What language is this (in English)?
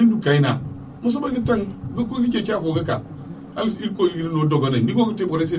Zarma